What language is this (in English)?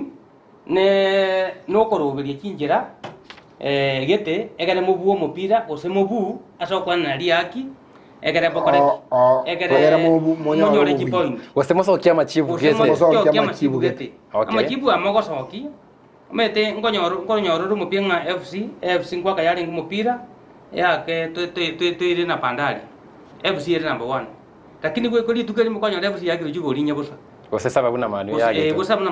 Gusii